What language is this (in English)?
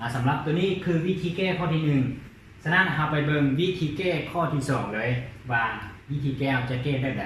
Lao